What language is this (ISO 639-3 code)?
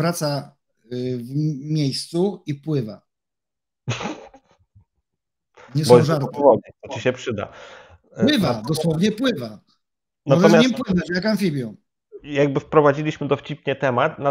pol